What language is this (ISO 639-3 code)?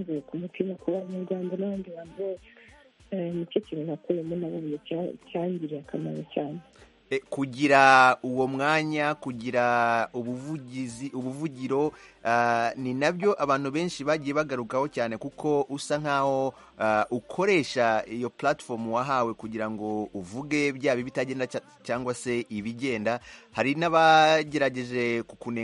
kin